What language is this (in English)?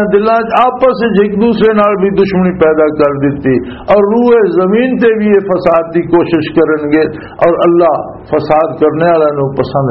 Western Panjabi